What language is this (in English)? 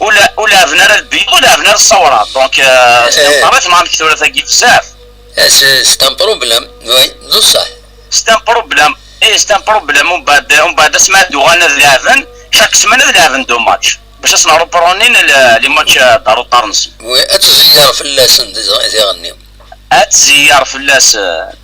Kabyle